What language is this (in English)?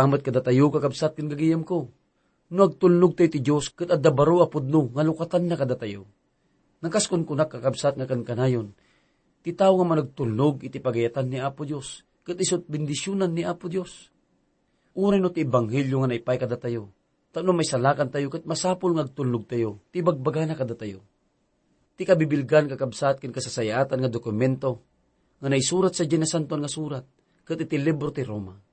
Iloko